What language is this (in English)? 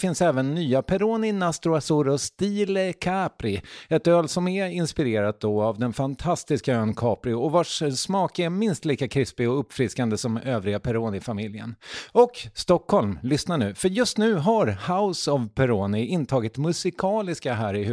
Swedish